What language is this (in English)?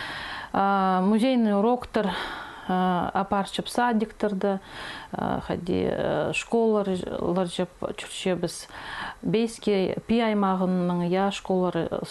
Khakas